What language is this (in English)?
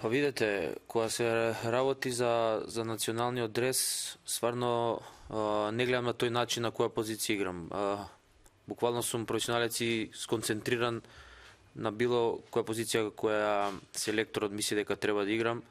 Macedonian